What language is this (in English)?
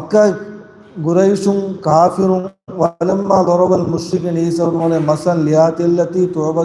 Divehi